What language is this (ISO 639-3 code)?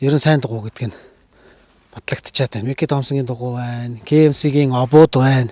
mon